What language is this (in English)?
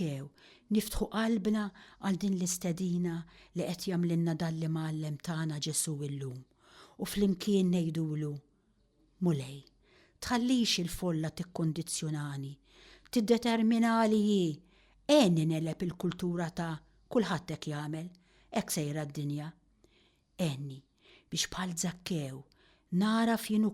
Maltese